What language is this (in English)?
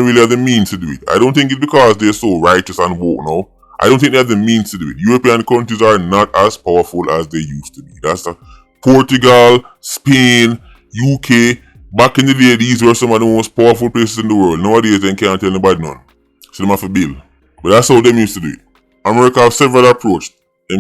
Jamaican Creole English